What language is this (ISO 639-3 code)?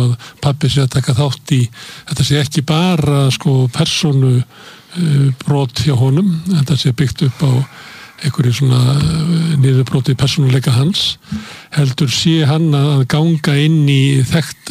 isl